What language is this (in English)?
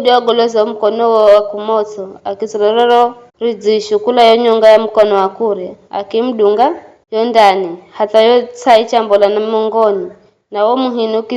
Giryama